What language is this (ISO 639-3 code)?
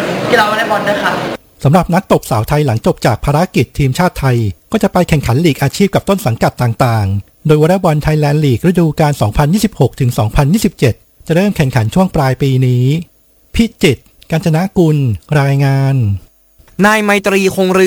tha